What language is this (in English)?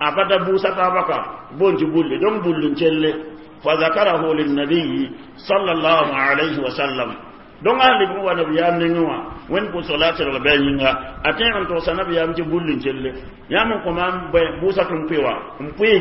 Mossi